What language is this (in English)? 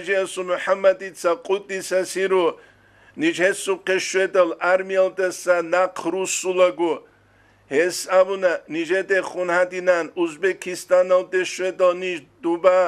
Avaric